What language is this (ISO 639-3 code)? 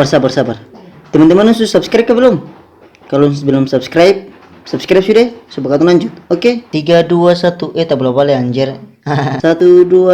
abs